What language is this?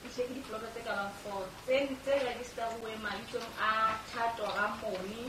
Southern Sotho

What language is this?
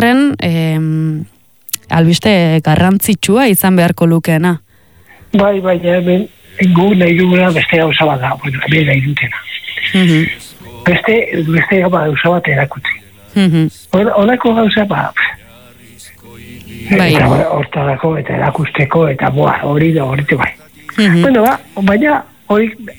Basque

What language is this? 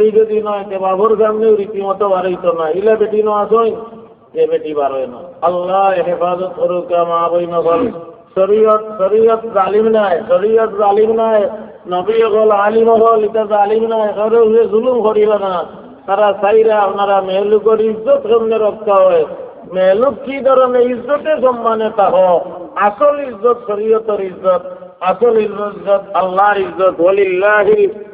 Sylheti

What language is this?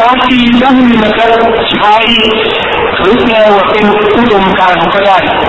Thai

